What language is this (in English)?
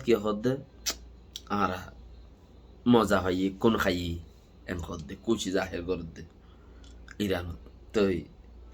Rohingya